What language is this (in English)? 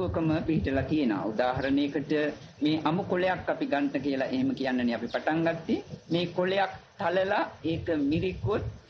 Sinhala